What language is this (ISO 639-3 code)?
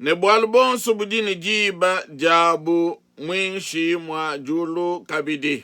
lua